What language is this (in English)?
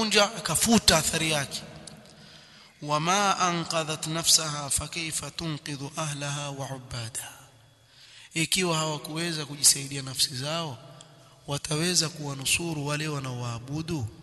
Swahili